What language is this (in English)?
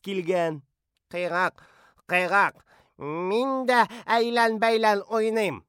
Tatar